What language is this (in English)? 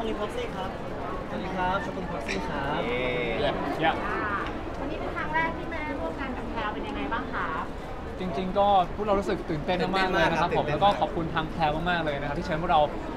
Thai